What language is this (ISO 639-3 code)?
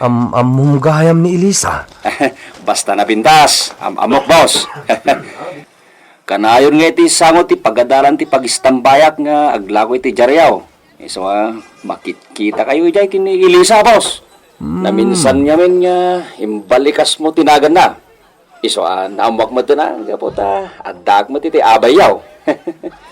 ilo